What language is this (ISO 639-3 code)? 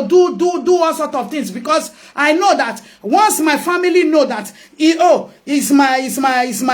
pcm